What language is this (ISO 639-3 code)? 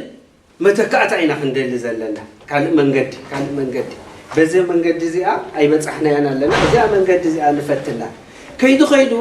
tir